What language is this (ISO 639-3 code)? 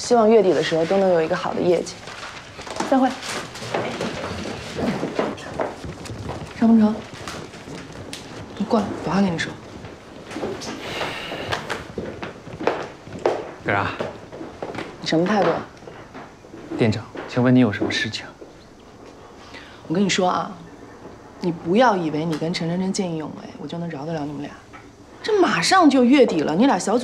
zho